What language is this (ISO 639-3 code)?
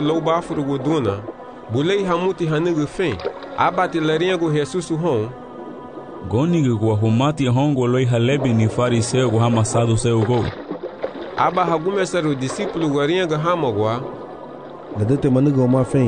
cab